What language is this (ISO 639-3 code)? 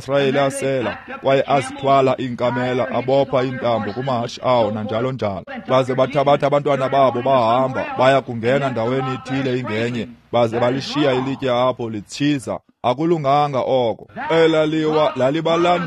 xho